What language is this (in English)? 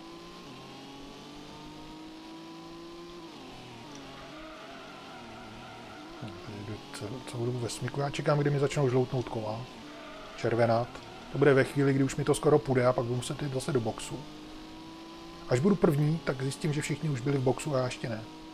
Czech